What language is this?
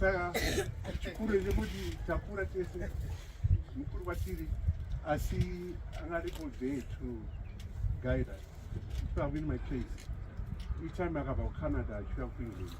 Shona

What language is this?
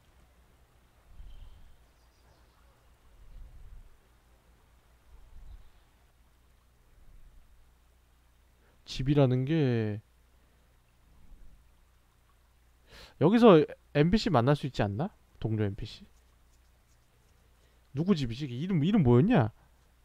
Korean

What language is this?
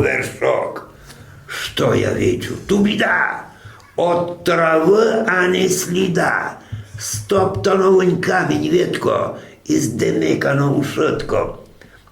Rusyn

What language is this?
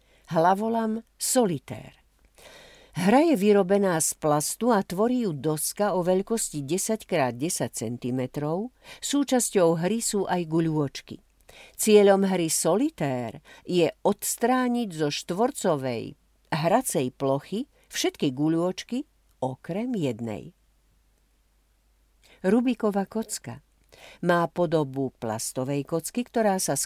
Slovak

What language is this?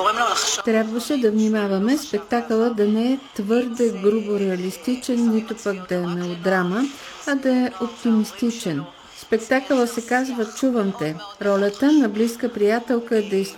Bulgarian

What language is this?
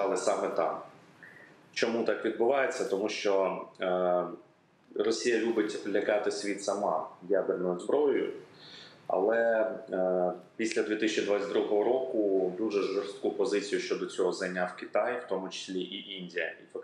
Ukrainian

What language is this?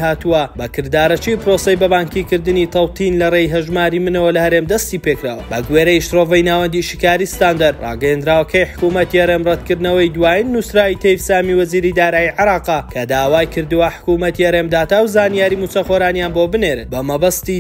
Central Kurdish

